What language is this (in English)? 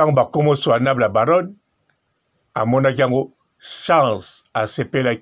Lingala